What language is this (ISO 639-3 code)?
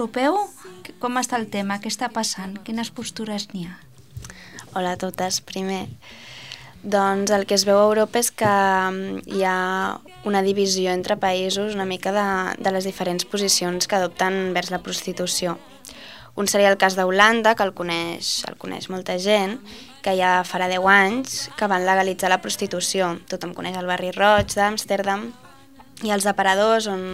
cat